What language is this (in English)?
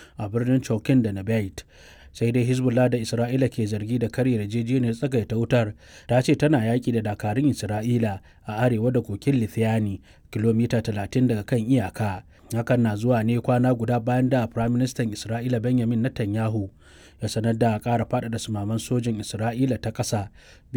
Hausa